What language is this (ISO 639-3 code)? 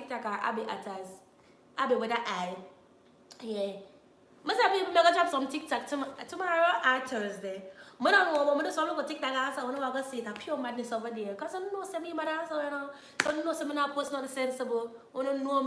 jam